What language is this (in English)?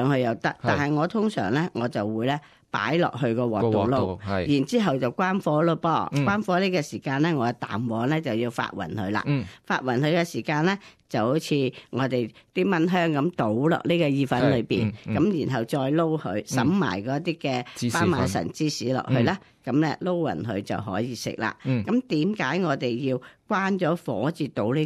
Cantonese